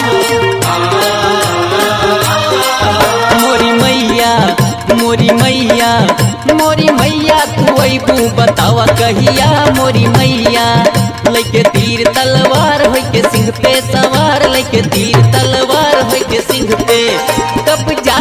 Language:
Bhojpuri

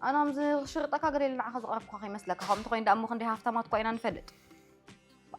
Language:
Tigrinya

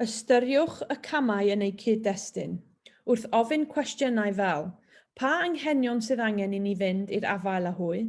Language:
Welsh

